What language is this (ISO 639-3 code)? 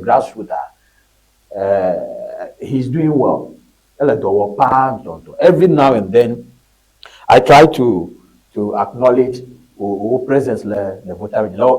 ewe